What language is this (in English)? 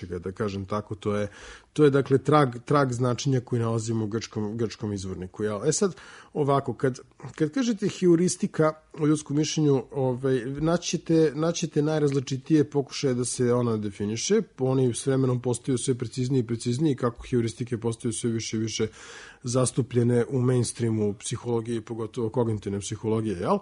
Serbian